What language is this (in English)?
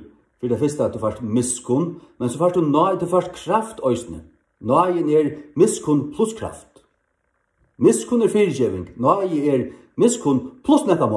Faroese